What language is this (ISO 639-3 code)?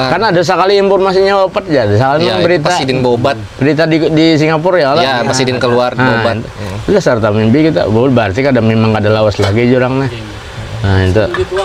bjn